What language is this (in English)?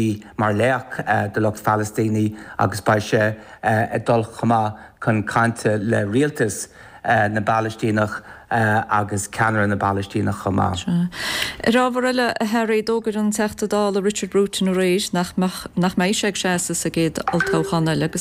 Irish